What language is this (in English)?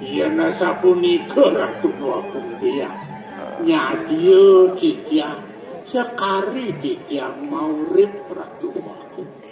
Balinese